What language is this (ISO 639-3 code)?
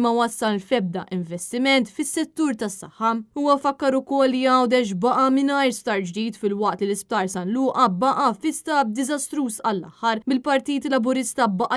mlt